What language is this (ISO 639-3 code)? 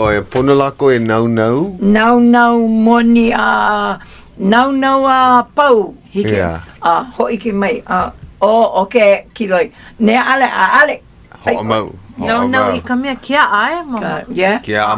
haw